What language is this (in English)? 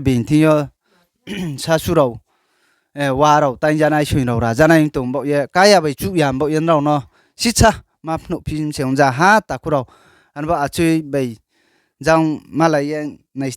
Riang (India)